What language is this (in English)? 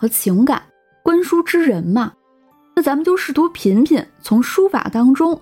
Chinese